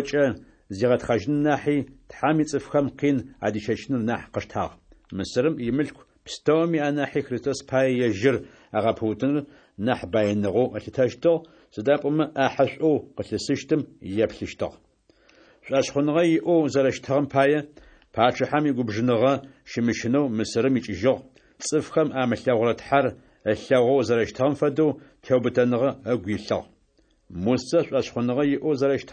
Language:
Adyghe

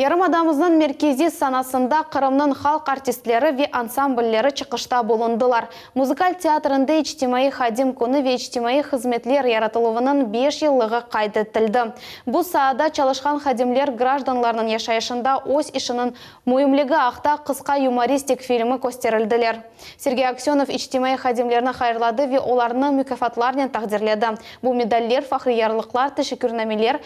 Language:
Crimean Tatar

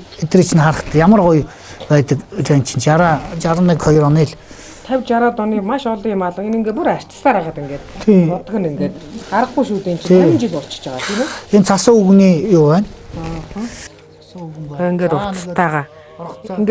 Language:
Mongolian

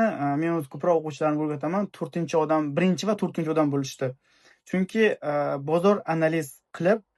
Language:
Uzbek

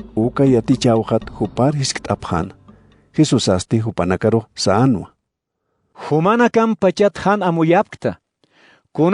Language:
Aymara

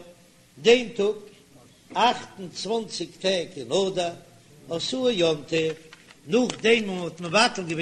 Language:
Yiddish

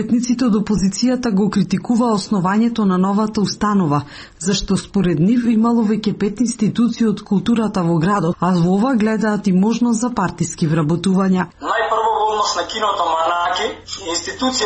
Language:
Macedonian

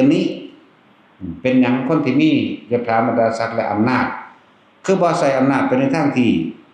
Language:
Northeastern Thai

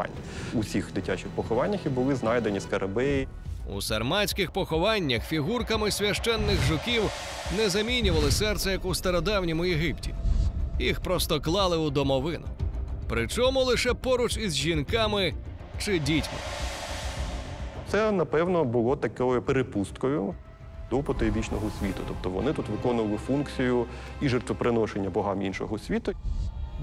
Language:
Ukrainian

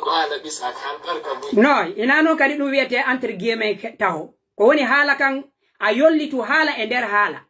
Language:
Pular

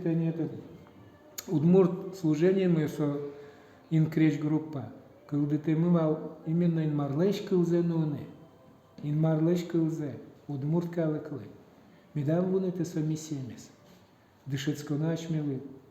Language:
Udmurt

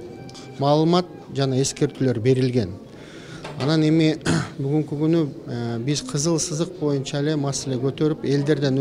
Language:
Kyrgyz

